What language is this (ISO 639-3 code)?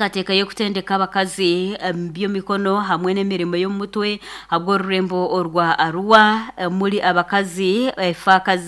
nyn